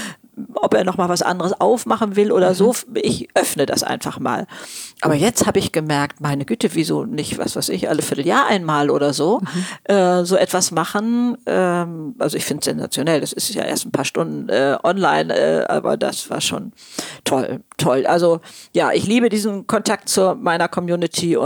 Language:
German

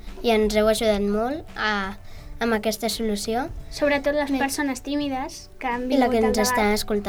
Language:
Catalan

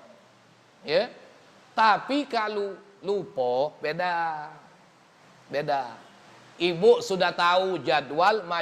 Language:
Musi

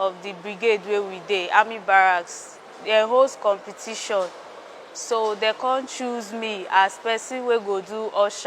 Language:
Nigerian Pidgin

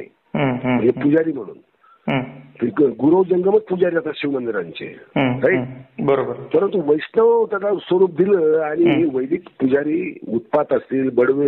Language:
Marathi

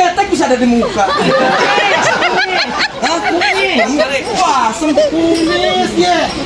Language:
Betawi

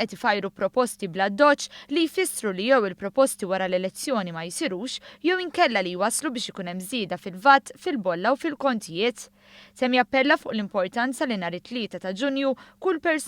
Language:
Maltese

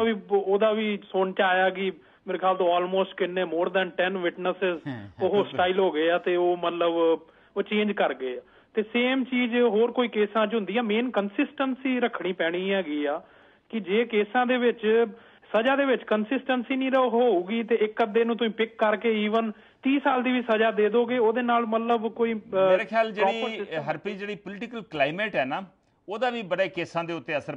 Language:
Punjabi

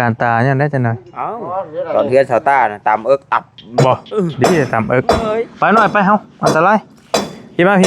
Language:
Northeastern Thai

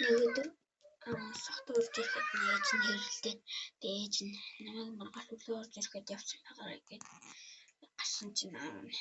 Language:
Mongolian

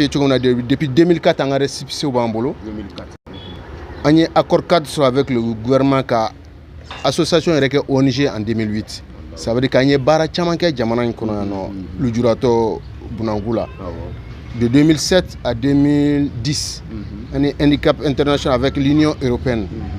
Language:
Bambara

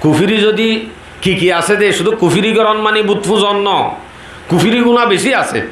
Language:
Rohingya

